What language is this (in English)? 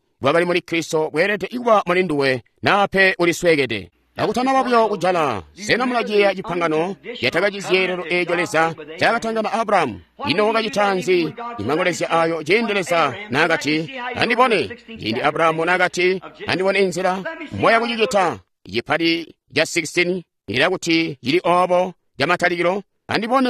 Tonga (Zambia)